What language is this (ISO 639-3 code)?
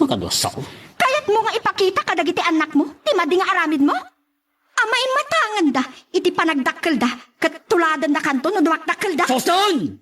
ilo